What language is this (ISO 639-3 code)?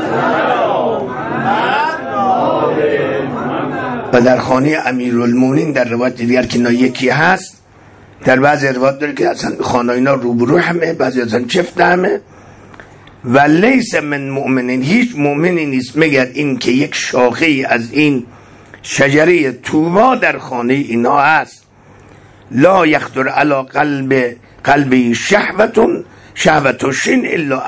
fas